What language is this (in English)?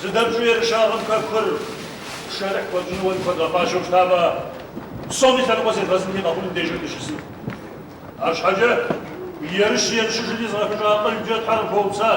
Kabardian